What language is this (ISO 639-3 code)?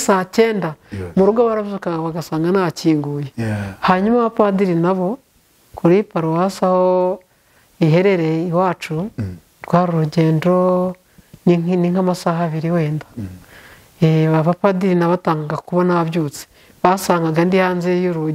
kin